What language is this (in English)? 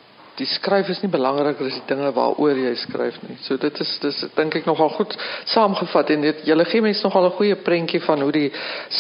Afrikaans